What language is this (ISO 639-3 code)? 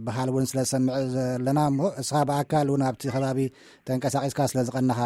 tir